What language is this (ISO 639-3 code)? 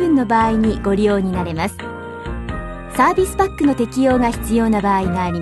jpn